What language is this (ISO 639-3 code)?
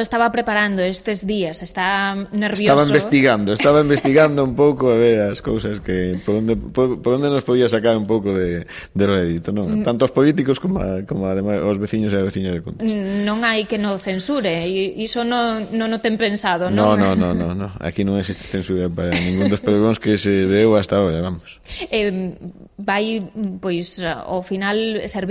glg